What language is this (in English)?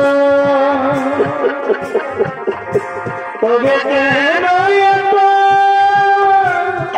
Bangla